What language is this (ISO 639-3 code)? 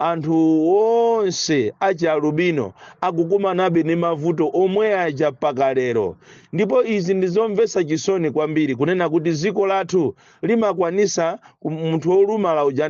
nya